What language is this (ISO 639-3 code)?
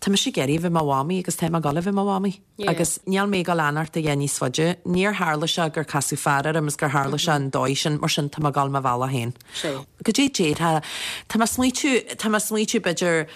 gle